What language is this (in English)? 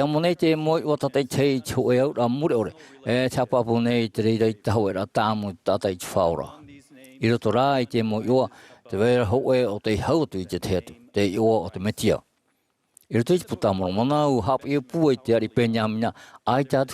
Tahitian